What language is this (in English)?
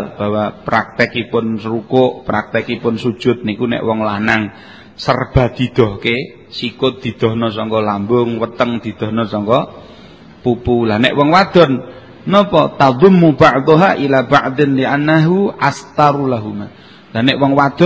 Javanese